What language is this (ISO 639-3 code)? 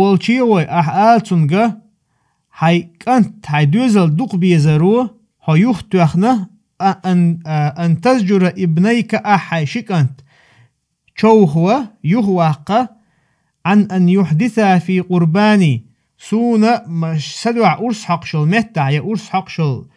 che